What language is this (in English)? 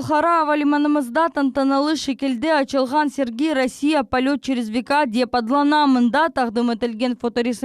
Crimean Tatar